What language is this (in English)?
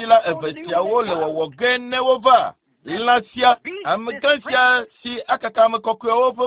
Ewe